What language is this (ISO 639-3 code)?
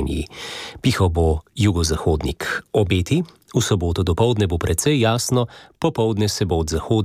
slv